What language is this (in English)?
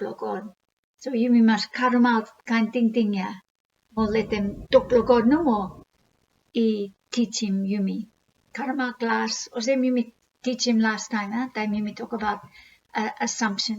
Bislama